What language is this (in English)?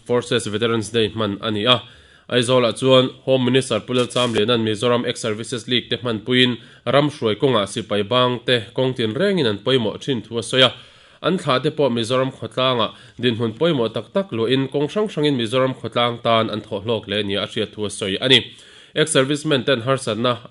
Mizo